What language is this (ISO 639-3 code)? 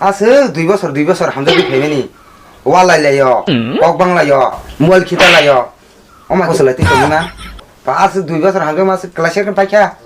trp